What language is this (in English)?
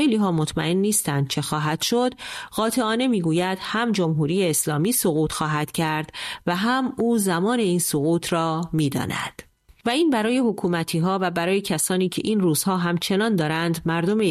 Persian